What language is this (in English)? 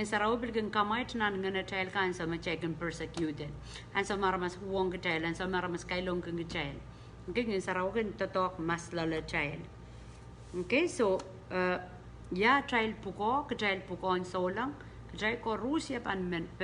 Pohnpeian